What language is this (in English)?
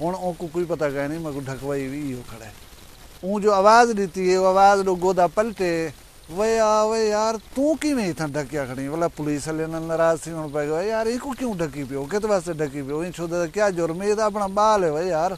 Saraiki